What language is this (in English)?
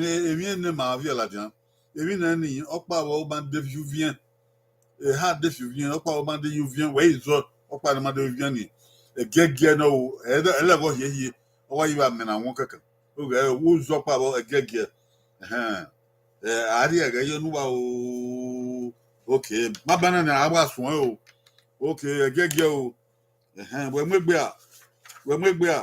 Bini